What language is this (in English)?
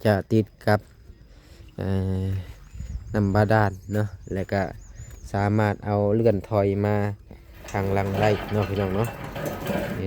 Lao